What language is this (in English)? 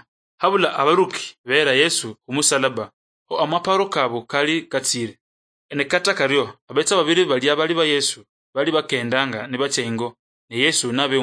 Luyia